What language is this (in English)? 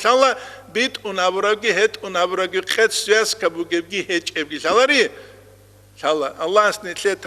Avaric